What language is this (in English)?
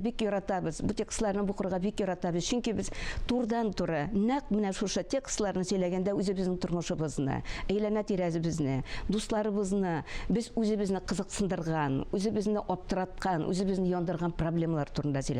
Tatar